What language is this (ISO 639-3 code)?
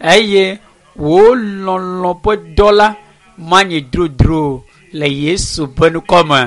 ewe